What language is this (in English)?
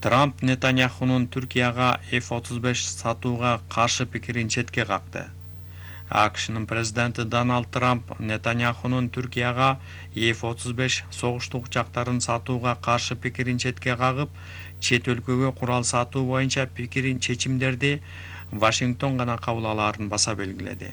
Kyrgyz